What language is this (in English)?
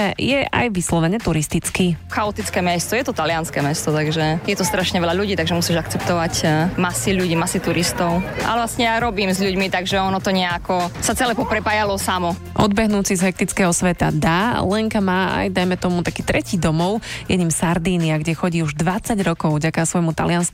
Slovak